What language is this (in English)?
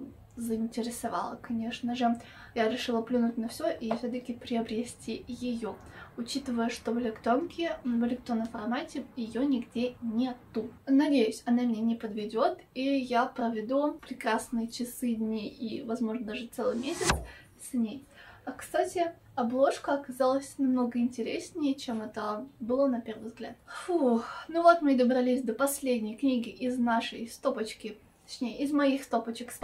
Russian